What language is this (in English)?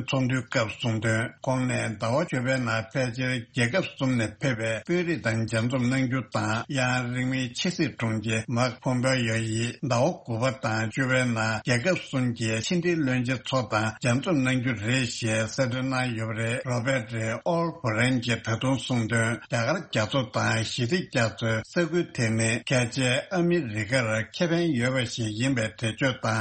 Tibetan